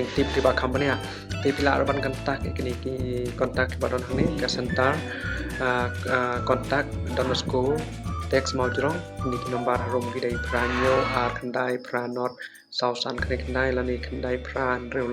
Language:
Khasi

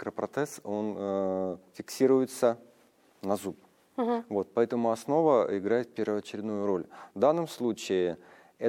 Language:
Russian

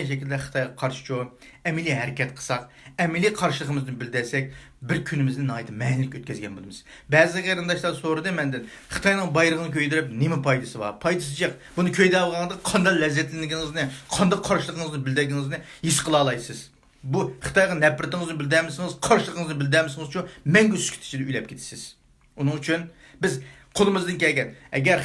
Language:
Uyghur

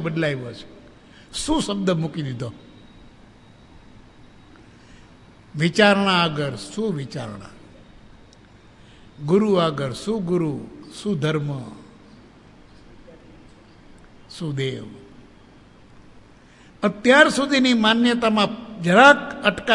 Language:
Gujarati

